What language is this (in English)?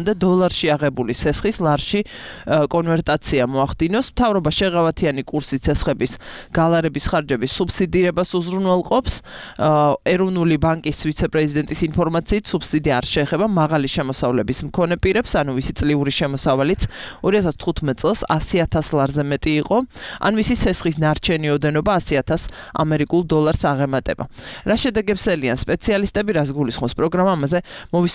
Georgian